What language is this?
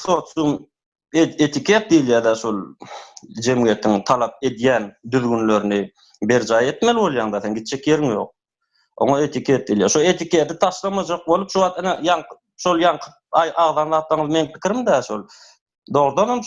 Turkmen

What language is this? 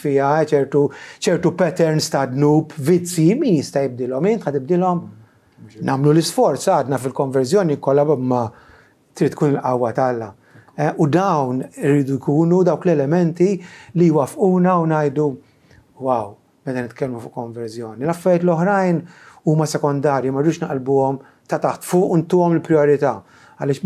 Maltese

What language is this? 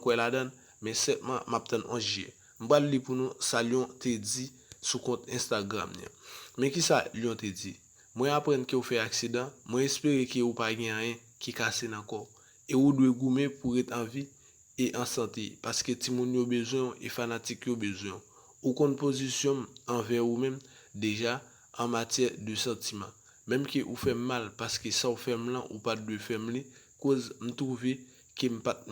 Haitian Creole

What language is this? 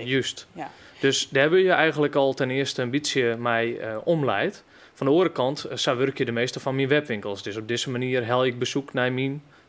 Western Frisian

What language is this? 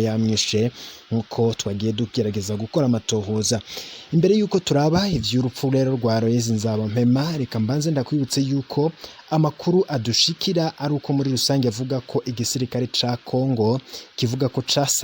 Rundi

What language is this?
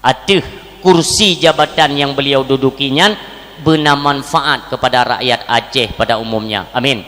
Achinese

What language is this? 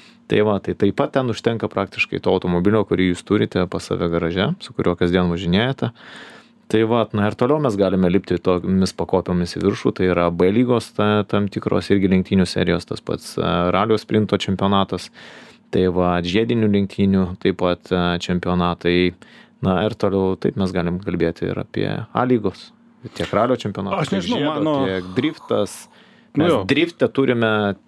Lithuanian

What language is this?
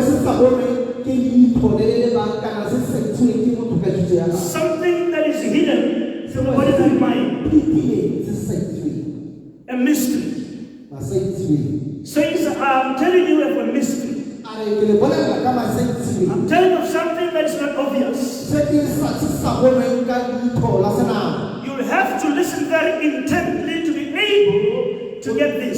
Tswana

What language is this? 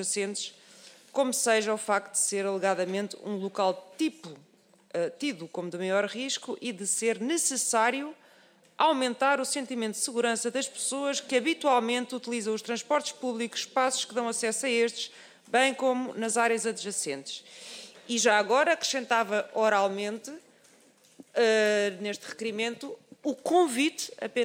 Portuguese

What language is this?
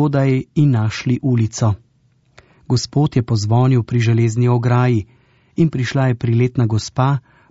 Slovenian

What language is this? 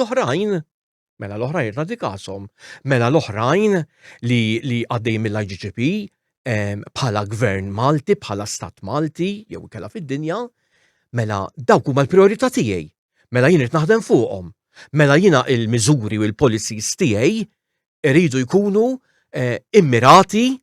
Maltese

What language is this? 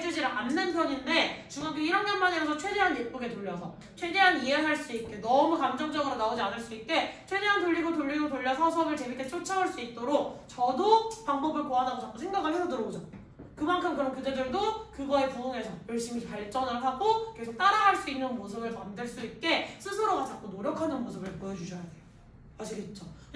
Korean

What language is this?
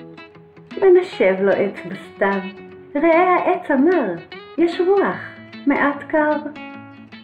Hebrew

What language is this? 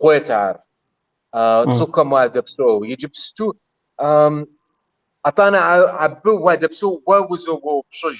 Kabardian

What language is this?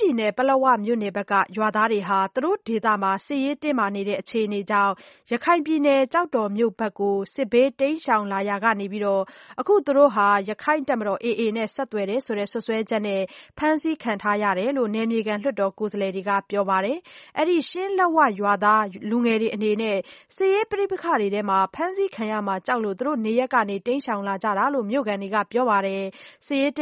Burmese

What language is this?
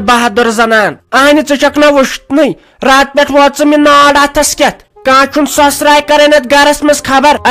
Kashmiri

